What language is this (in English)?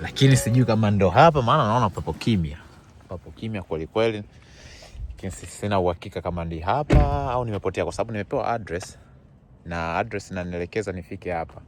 Swahili